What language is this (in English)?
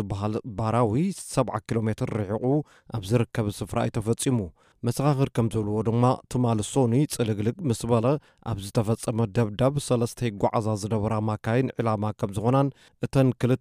Tigrinya